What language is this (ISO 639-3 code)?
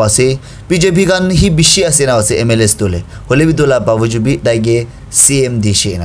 nag